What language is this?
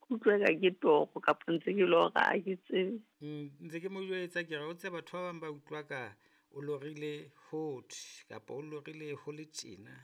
Southern Sotho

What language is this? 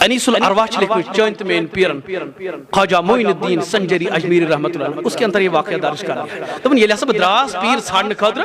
Kashmiri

